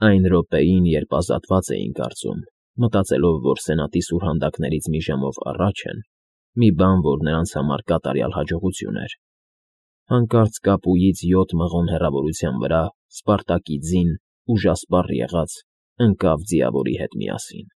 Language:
Armenian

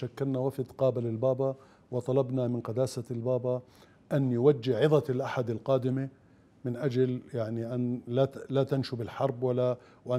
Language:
Mesopotamian Arabic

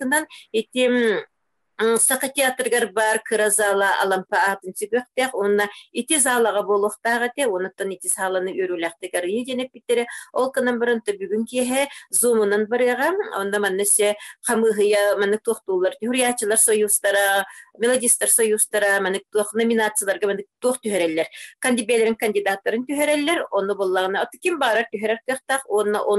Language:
Yakut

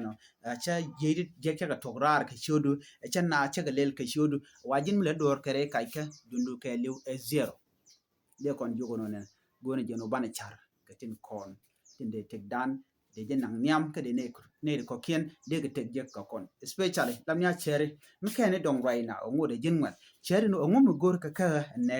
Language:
Nuer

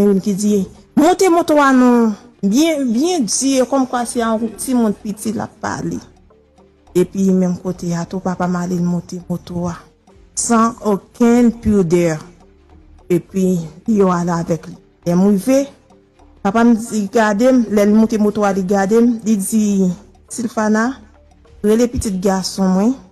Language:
Haitian Creole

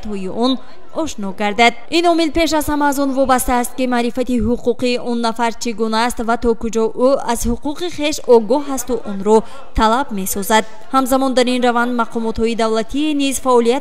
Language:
Tajik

